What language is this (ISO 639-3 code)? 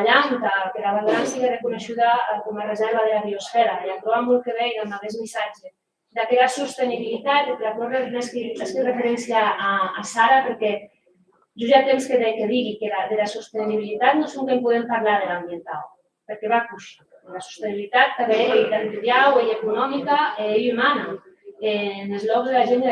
oci